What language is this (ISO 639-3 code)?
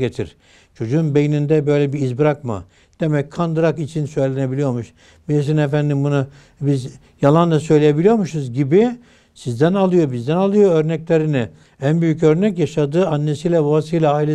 tur